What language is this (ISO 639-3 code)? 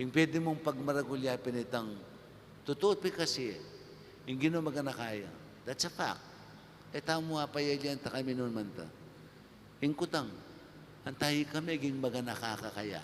pam